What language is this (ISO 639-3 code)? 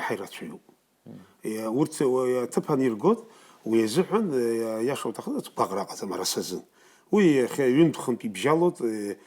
abk